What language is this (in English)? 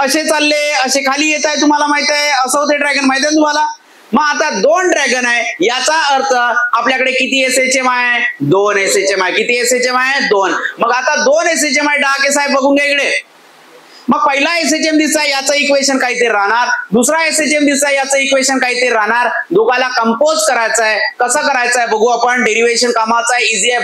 Marathi